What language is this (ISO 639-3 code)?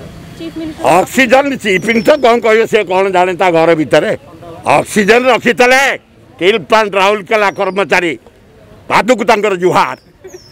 ori